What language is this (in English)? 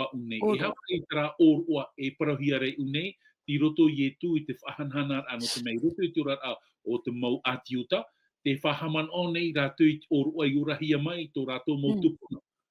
Tahitian